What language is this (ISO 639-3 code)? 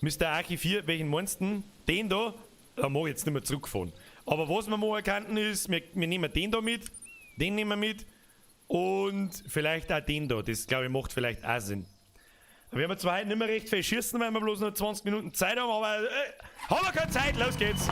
bar